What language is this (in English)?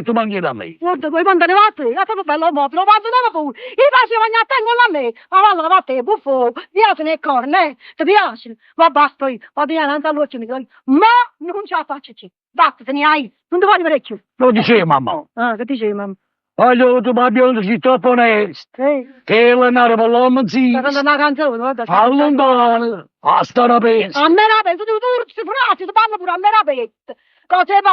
Neapolitan